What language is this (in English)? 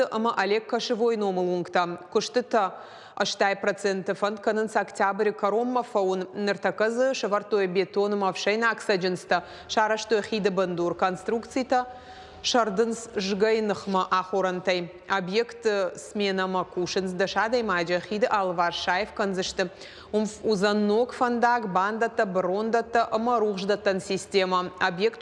Ossetic